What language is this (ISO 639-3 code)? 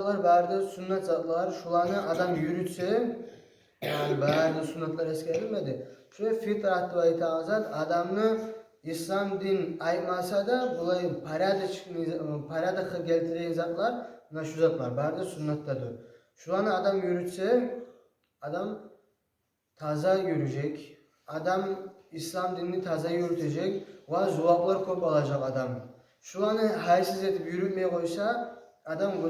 kum